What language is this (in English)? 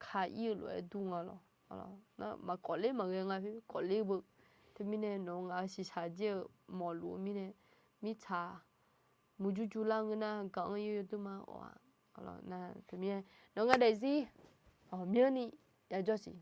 Akha